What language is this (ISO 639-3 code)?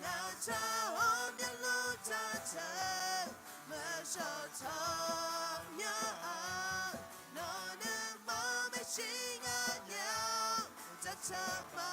ahk